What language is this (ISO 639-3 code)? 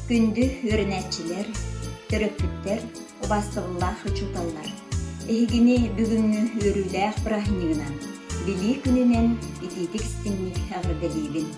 sah